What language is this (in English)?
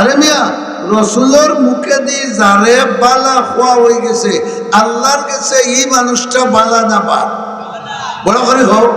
Sylheti